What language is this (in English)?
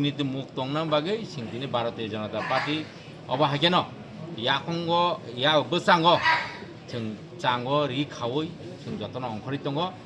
Kok Borok